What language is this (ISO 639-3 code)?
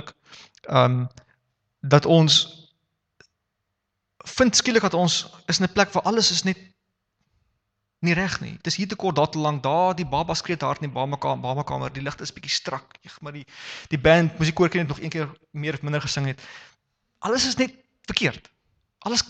afr